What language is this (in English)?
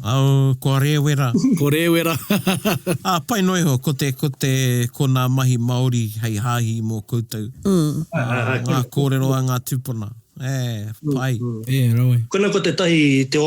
Māori